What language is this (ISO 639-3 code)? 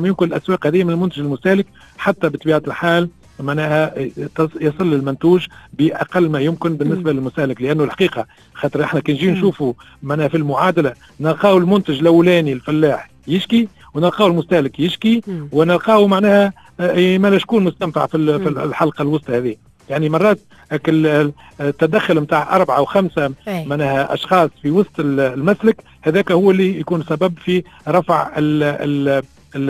aeb